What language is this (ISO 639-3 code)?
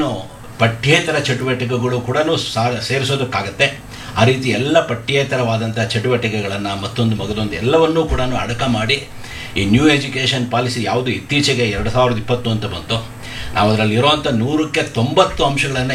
kan